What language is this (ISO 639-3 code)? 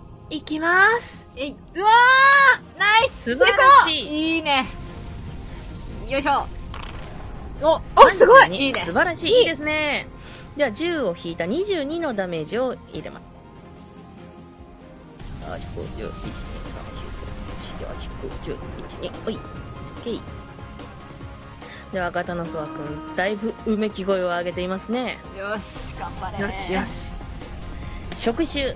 jpn